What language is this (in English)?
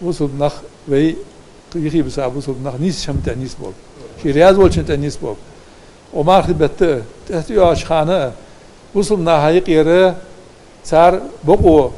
Ingush